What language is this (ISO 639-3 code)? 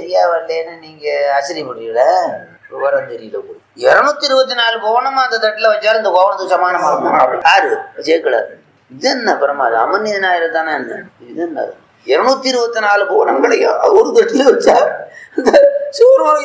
tam